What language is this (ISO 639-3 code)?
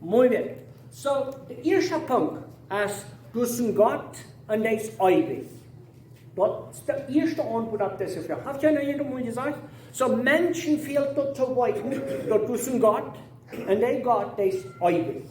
pdt